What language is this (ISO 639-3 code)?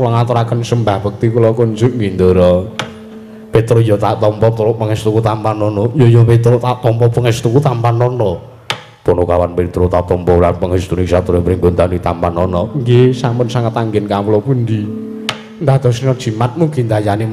jav